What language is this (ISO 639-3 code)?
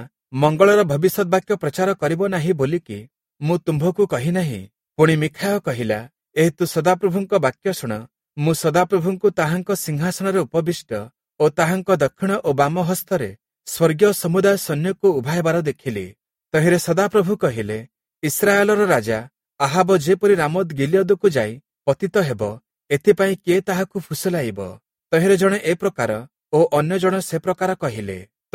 ori